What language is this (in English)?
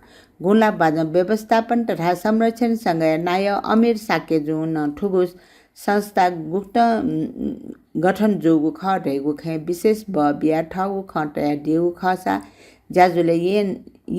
Newari